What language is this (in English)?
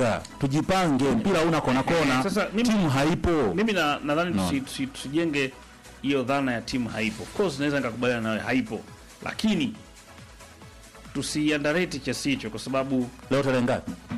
Swahili